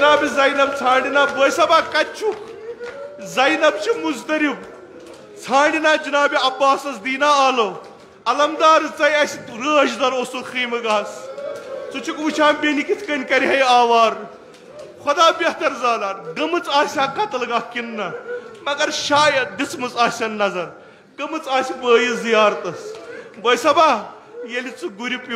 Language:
Kashmiri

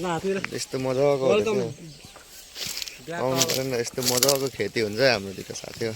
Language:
Nepali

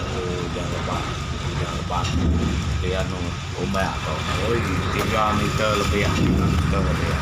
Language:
Iban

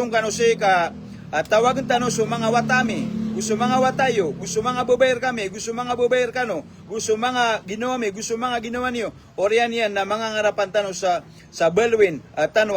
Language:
Maranao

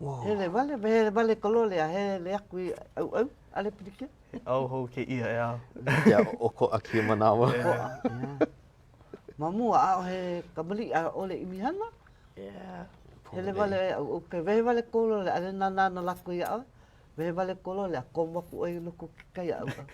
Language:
Hawaiian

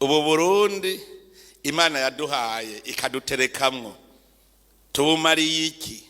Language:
Rundi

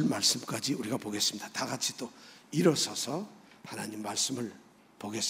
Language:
Korean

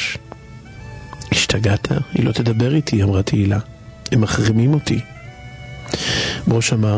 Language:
Hebrew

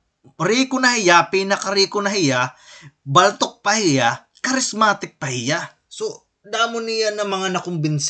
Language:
Waray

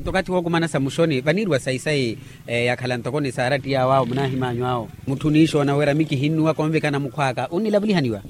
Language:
Makhuwa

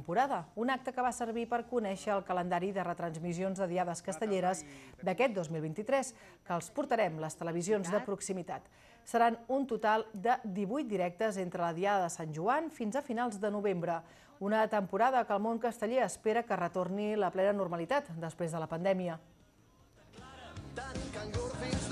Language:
Catalan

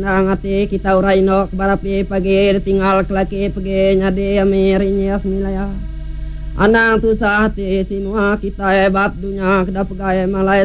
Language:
Iban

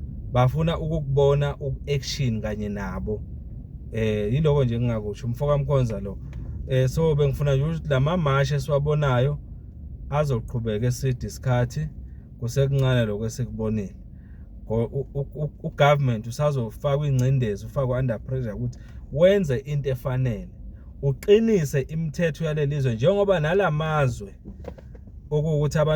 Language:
Zulu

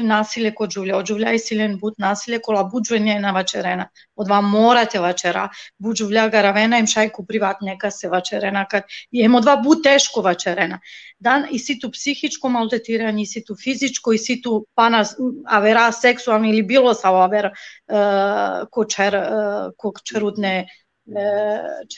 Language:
Balkan Romani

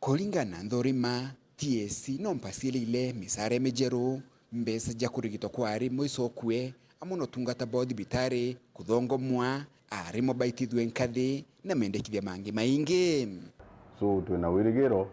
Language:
Meru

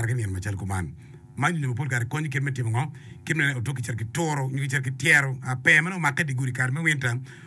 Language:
Acoli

